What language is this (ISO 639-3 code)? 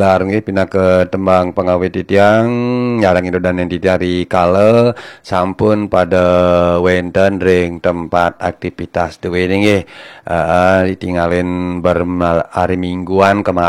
ban